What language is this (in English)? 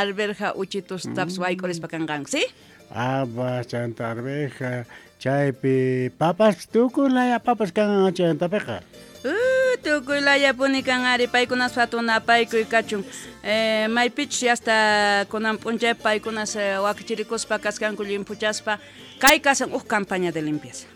South Bolivian Quechua